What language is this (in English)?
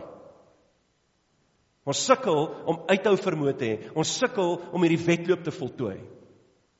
Afrikaans